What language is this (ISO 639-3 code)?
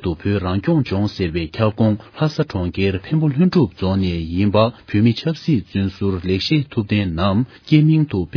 bod